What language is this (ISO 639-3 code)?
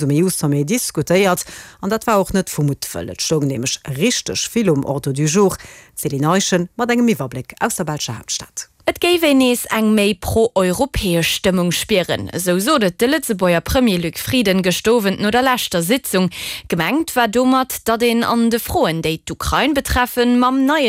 ltz